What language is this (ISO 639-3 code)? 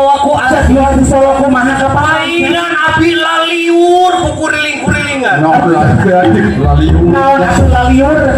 sun